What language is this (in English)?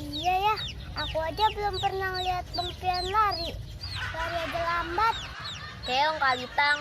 Betawi